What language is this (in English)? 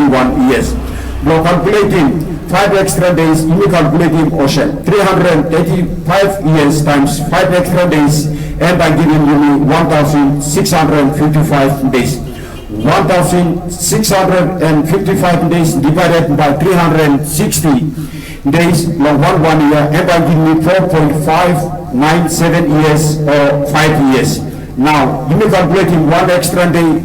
Tok Pisin